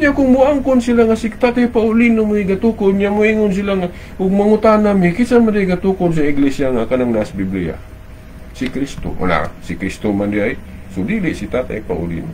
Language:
Cebuano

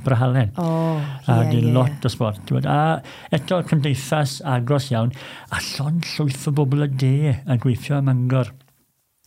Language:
Welsh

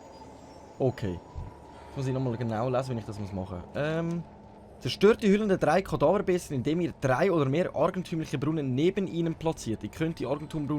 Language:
Swiss German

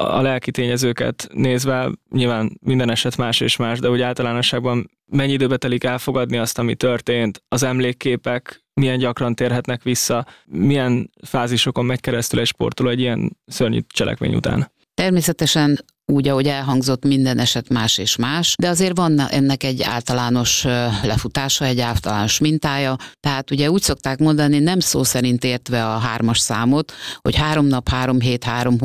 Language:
Hungarian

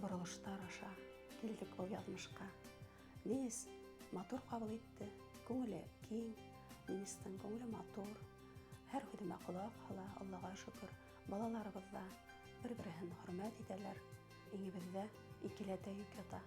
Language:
Bashkir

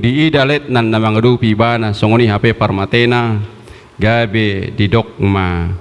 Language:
Batak Toba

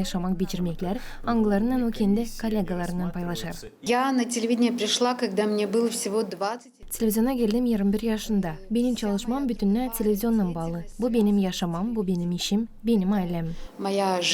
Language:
Gagauz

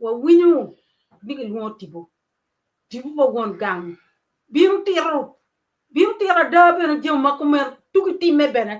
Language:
Acoli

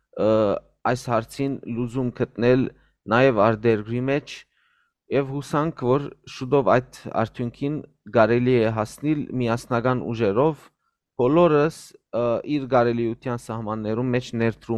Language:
Western Armenian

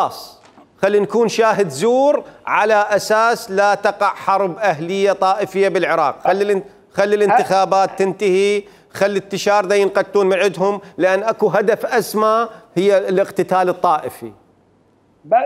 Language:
Mesopotamian Arabic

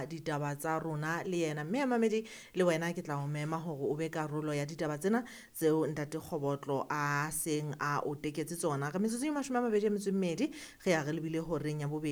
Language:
Southern Sotho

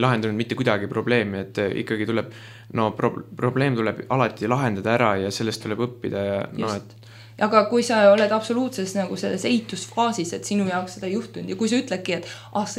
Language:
Estonian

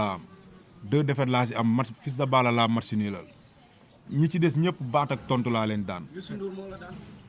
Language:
Wolof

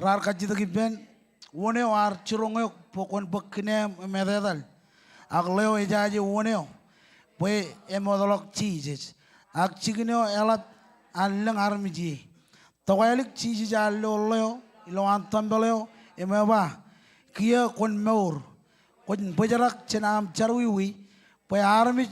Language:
Marshallese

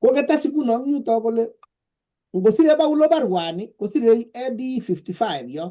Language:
Kalenjin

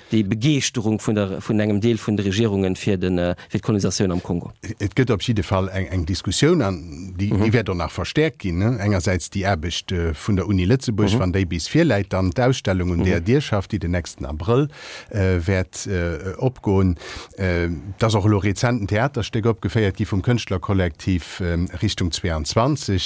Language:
Luxembourgish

